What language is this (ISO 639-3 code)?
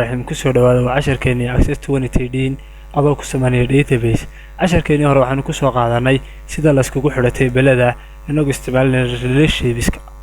som